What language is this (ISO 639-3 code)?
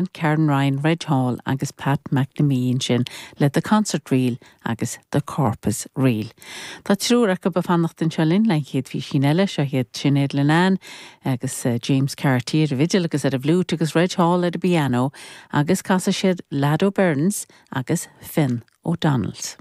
gle